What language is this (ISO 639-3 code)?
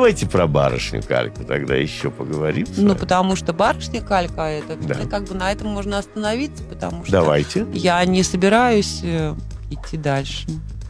rus